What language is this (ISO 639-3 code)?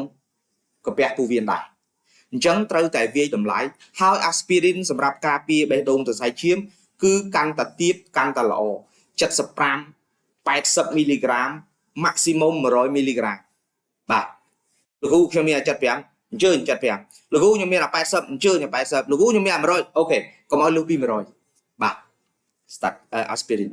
khm